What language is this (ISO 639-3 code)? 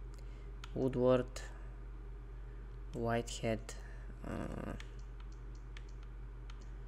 bul